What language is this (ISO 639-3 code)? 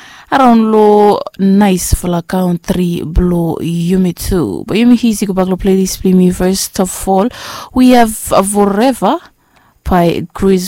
bis